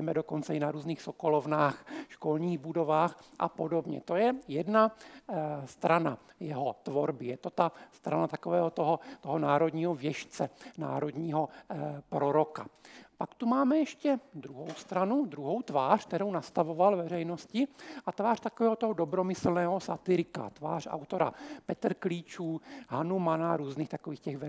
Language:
Czech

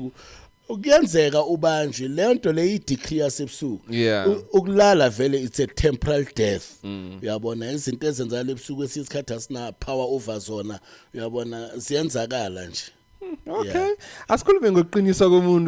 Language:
Zulu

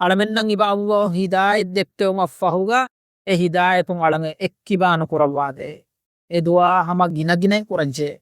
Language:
Divehi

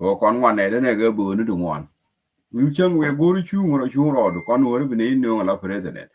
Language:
Nuer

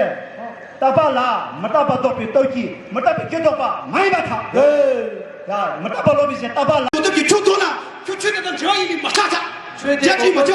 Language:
Tibetan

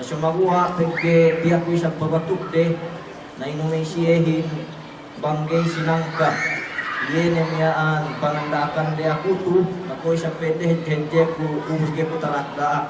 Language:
Yakan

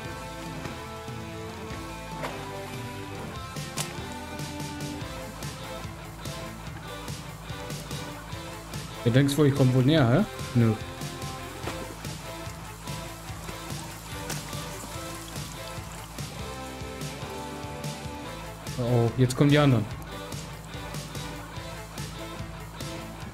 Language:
German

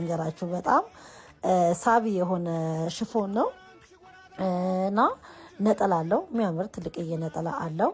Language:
Amharic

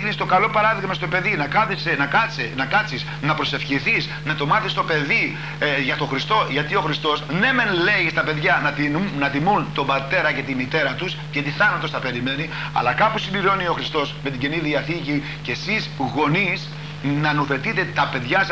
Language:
Greek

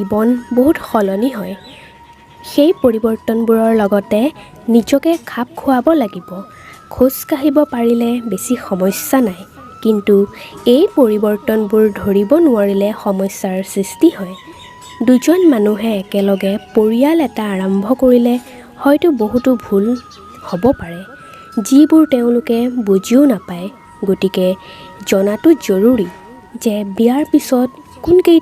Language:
Assamese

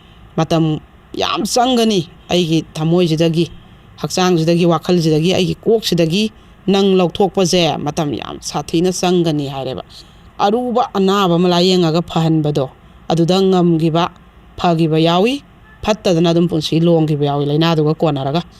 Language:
Manipuri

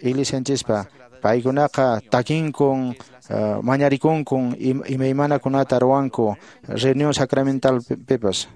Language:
Quechua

